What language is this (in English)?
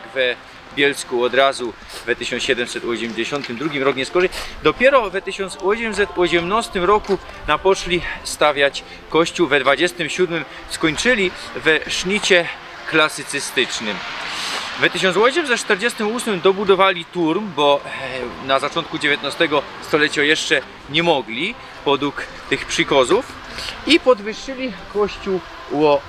Silesian